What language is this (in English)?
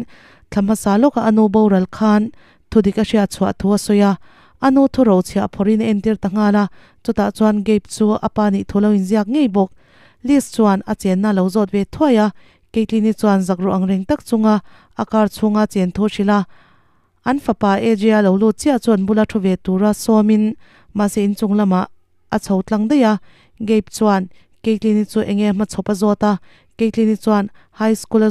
Mizo